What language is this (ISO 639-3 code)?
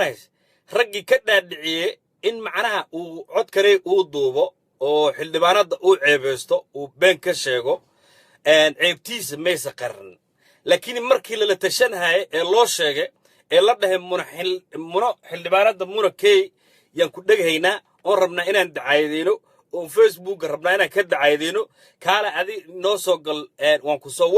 som